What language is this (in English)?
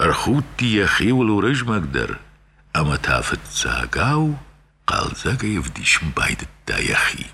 Ossetic